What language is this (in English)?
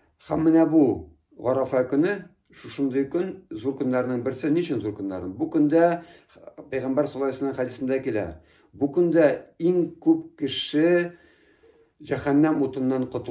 Tatar